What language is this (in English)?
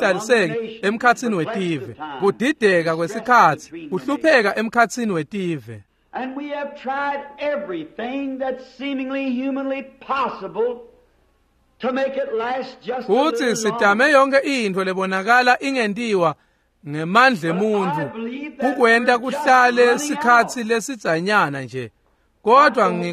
Swati